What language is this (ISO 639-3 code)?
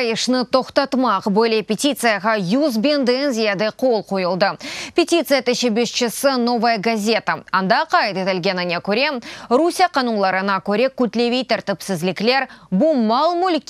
crh